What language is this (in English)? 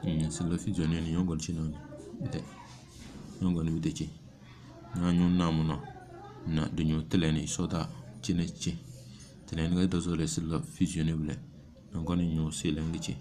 Tem